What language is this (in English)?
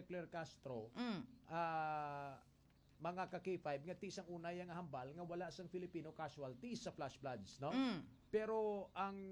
Hiligaynon